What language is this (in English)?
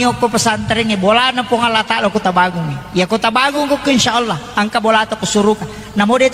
Buginese